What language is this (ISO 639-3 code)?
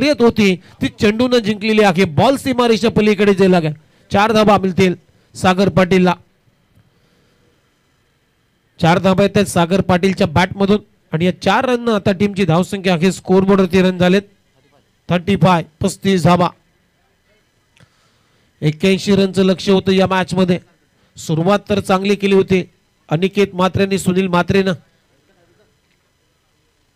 mar